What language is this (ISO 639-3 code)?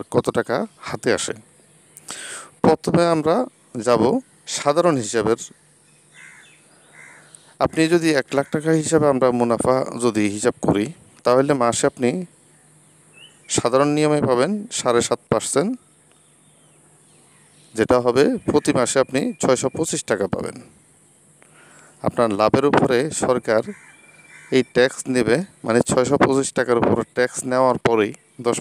ben